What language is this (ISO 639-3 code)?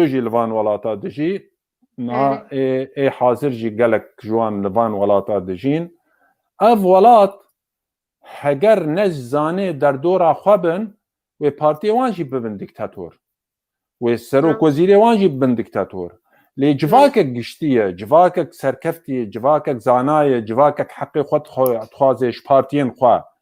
kur